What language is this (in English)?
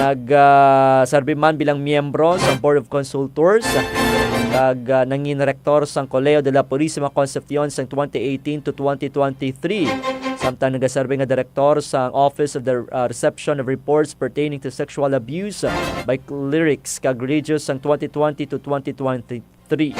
Hiligaynon